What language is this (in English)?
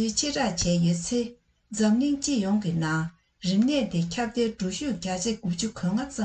Tibetan